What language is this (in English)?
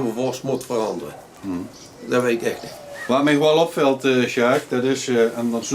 Limburgish